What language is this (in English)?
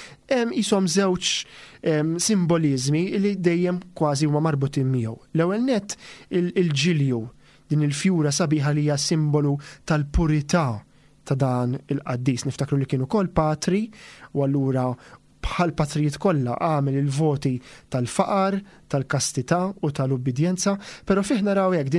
Maltese